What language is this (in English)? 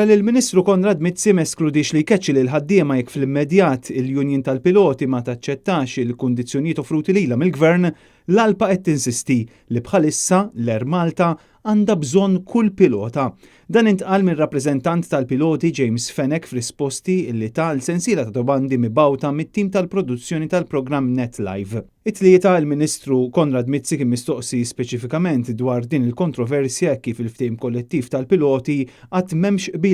Maltese